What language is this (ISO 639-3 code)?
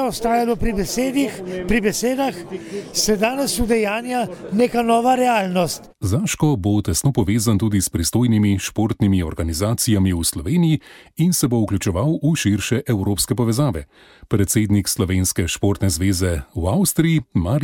slv